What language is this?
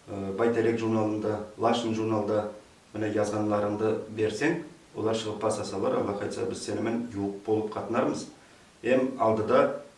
Nogai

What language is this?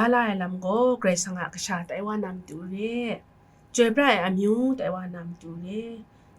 Kachin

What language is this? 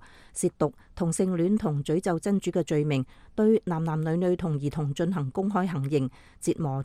Cantonese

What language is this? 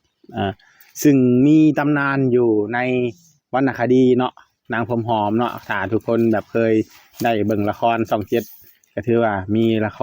Northeastern Thai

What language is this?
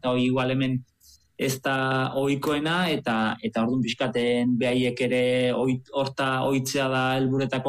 Basque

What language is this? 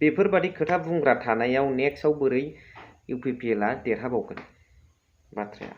Bodo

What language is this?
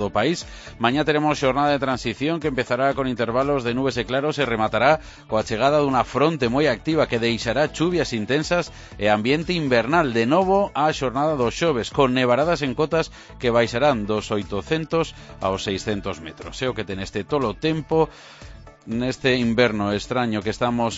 Galician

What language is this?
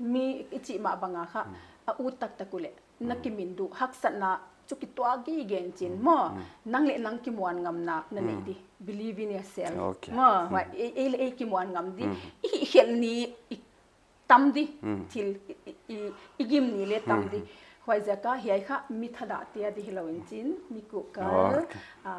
Paite Chin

